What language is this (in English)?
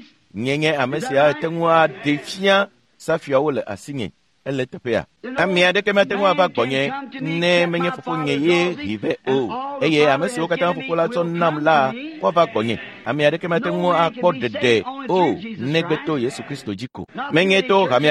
Ewe